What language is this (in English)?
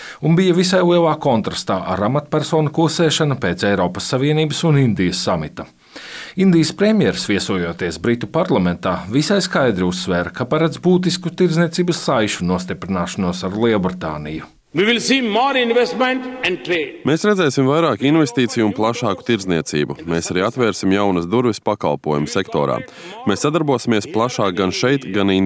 Latvian